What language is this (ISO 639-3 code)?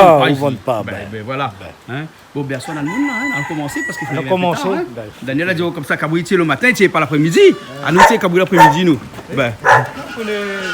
rcf